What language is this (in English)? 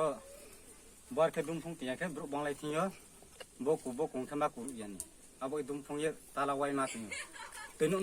Riang (India)